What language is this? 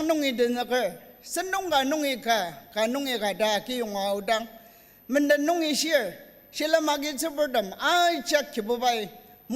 Ao Naga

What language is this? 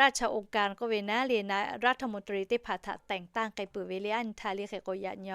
Lahu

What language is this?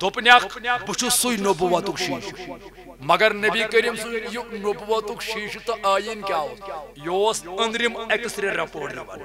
Kashmiri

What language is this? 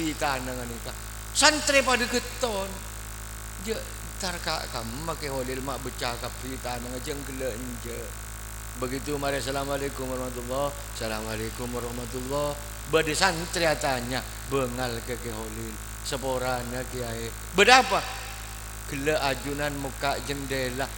Madurese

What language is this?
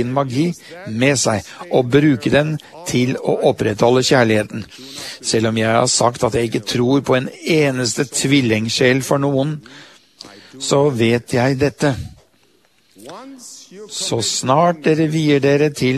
Norwegian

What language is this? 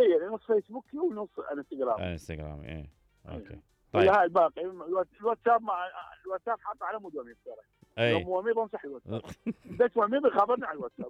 Mesopotamian Arabic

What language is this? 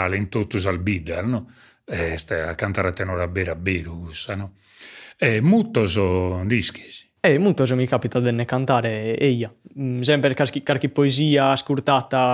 Sardinian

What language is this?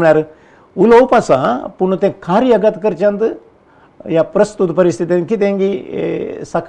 Konkani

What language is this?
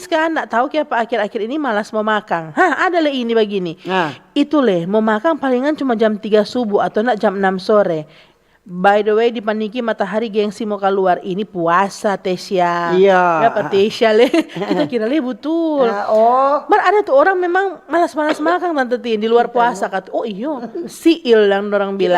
Manado Malay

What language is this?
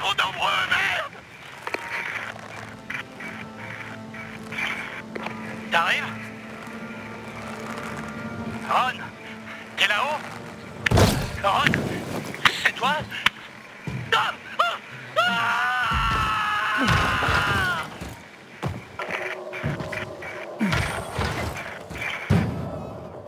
French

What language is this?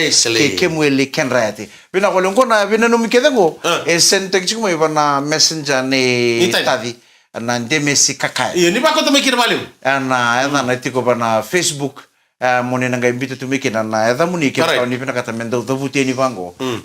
Fijian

